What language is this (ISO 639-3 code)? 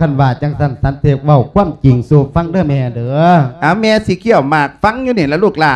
lao